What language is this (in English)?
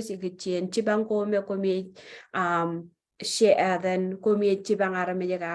Marshallese